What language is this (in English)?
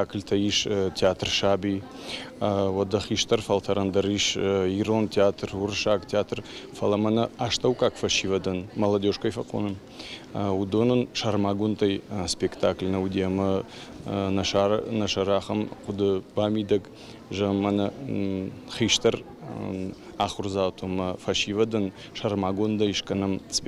Ossetic